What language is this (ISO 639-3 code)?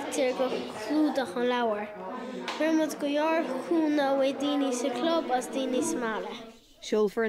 gle